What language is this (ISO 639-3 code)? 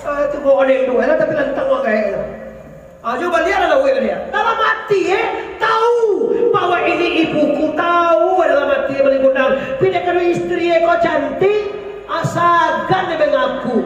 min